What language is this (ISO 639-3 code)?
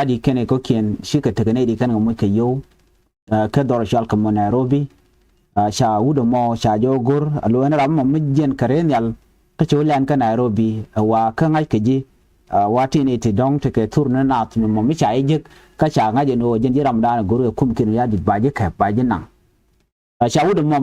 nus